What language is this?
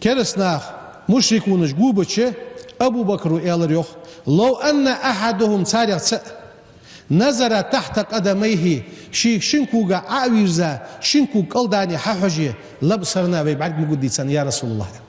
Ingush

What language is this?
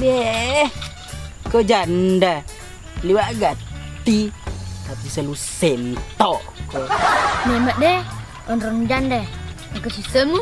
Buginese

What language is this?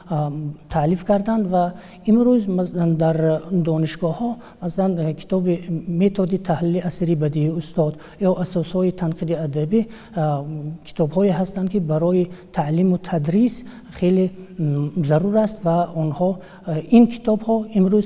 Tajik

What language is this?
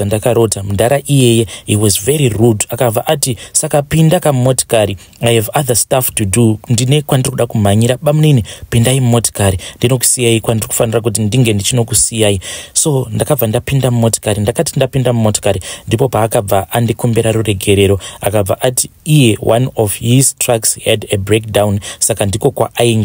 Shona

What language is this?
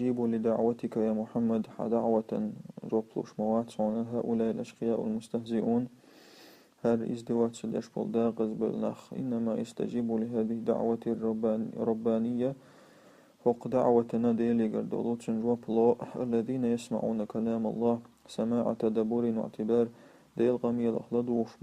Chechen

